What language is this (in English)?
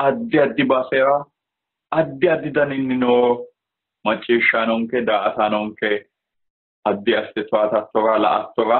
Sidamo